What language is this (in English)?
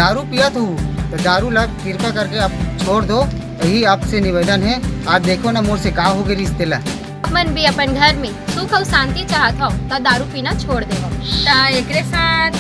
Chhattisgarhi